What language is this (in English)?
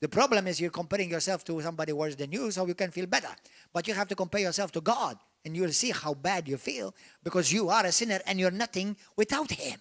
English